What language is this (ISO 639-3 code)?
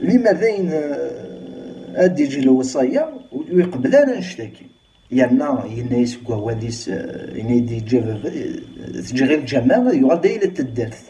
kab